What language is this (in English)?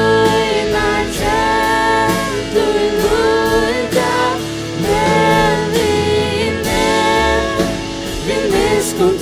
Faroese